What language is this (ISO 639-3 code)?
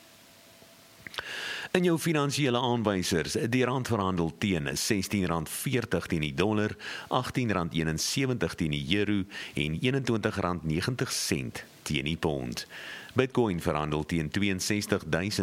afr